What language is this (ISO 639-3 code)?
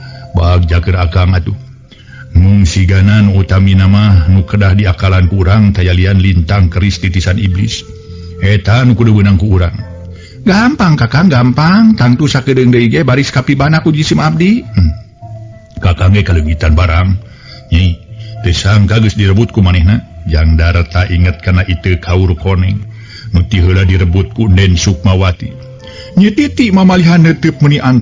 sun